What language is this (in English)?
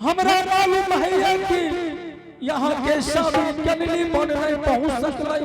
Angika